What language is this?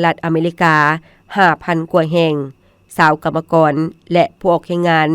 Lao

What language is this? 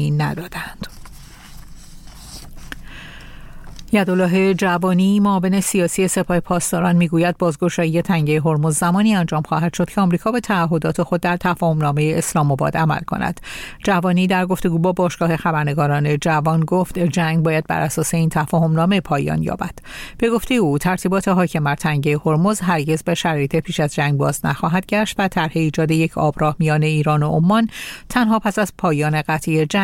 Persian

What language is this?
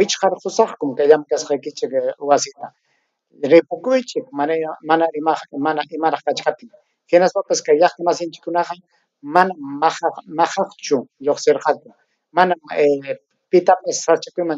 Ayacucho Quechua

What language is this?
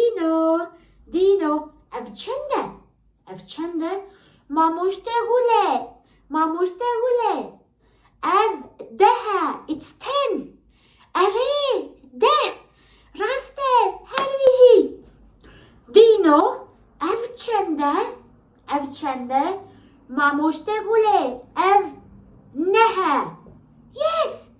Kurdish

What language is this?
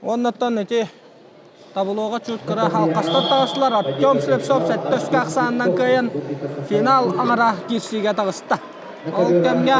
Yakut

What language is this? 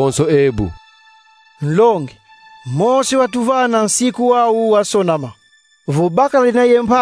Kongo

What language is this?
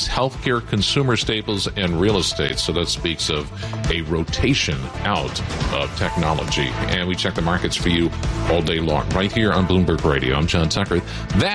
English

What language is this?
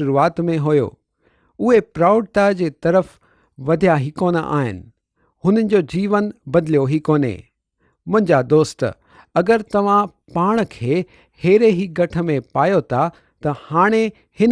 Sindhi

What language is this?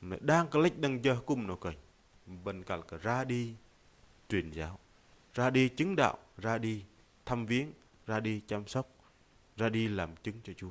Bahnar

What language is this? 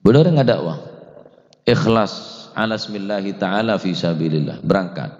Madurese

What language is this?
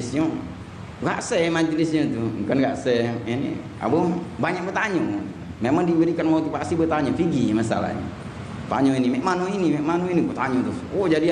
Musi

